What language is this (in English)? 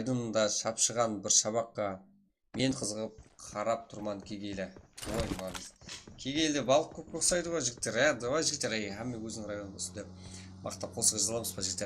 Kara-Kalpak